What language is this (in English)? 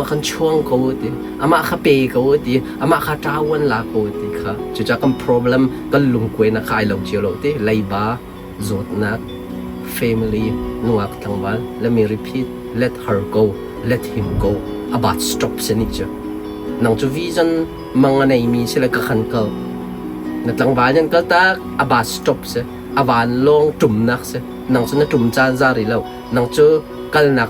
Hakha Chin